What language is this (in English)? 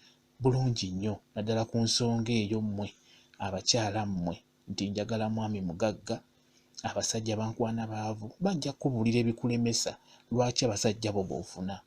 Ganda